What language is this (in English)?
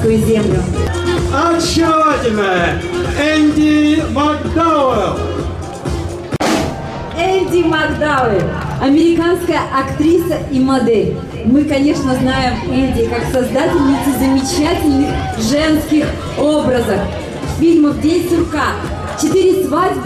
Russian